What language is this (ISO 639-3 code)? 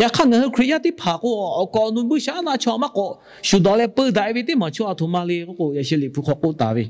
lhu